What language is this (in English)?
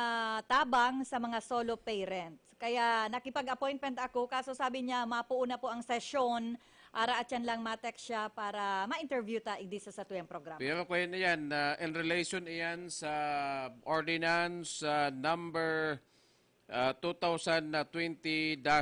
Bikol